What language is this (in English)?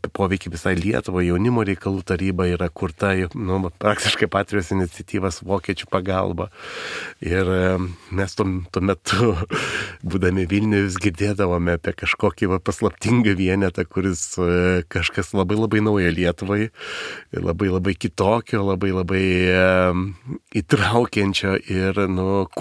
Lithuanian